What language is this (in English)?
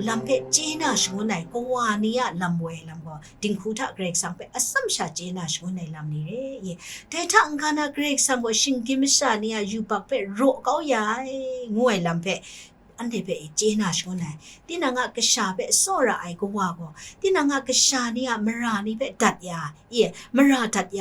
Kachin